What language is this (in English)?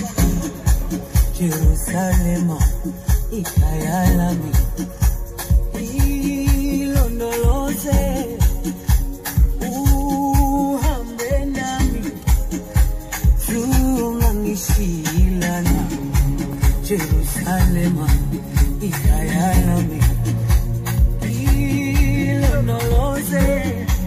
Zulu